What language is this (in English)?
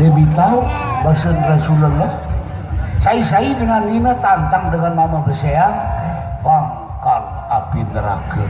Sasak